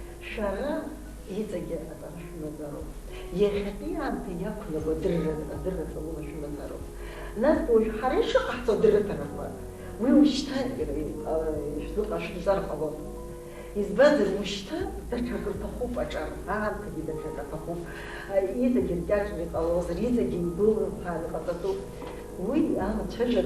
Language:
Abkhazian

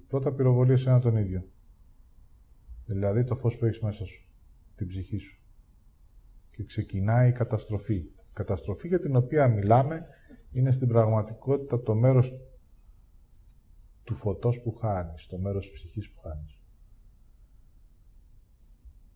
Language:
Greek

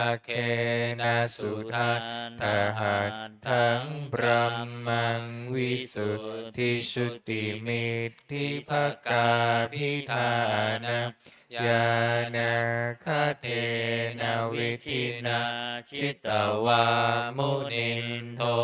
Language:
Pali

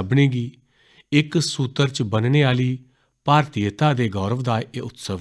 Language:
Dogri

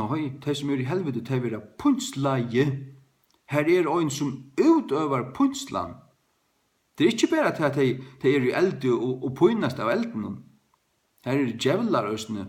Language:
Faroese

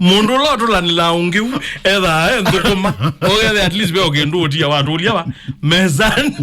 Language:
Kamba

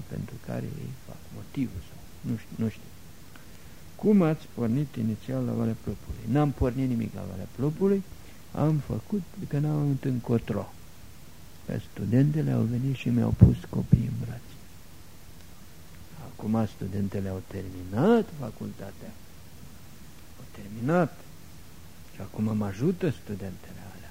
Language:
Romanian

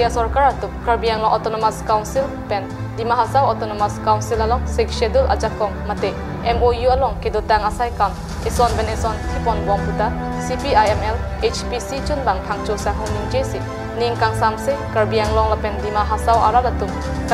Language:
Karbi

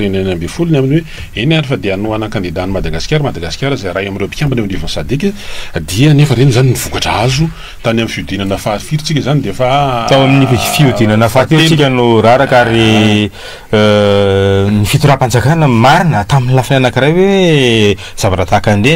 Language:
Malagasy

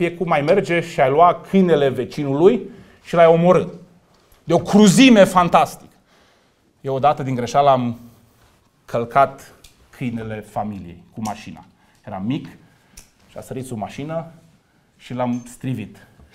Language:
Romanian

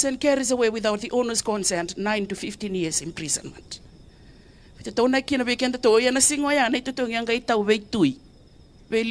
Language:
Fijian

